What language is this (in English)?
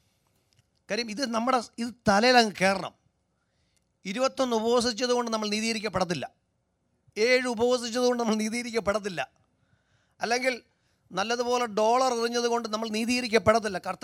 Malayalam